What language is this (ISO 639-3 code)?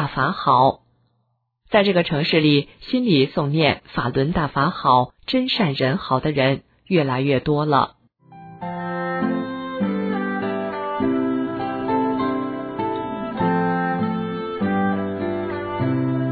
zho